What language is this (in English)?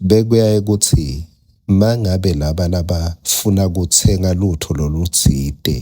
Swati